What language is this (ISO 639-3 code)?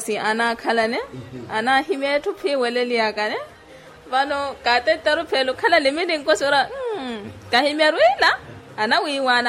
vmw